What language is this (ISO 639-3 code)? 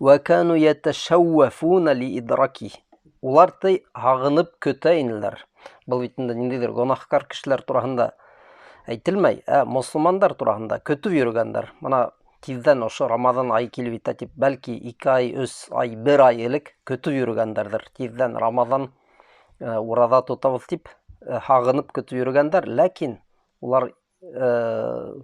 bak